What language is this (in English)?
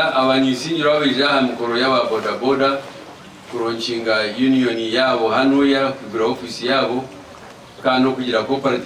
Nyankole